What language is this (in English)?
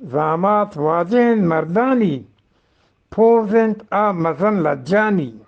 Eastern Balochi